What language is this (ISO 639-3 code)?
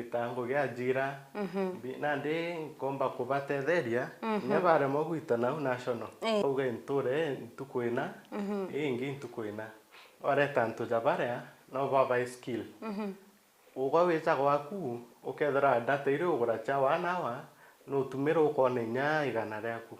mer